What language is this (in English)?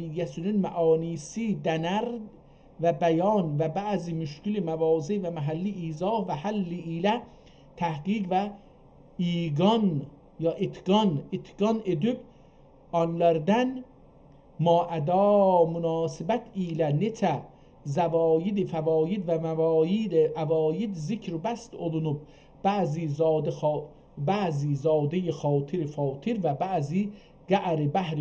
South Azerbaijani